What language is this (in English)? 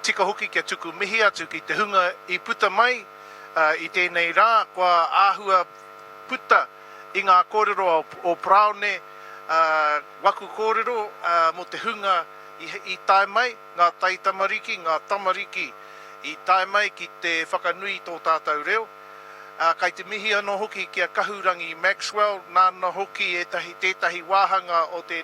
Māori